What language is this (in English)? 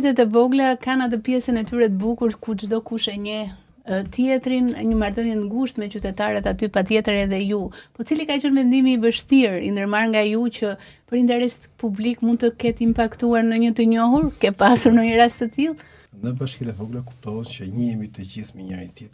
Albanian